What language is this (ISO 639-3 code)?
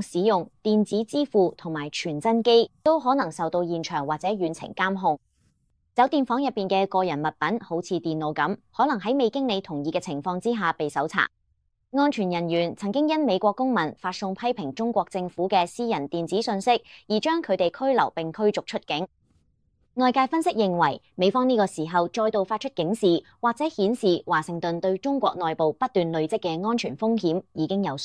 yue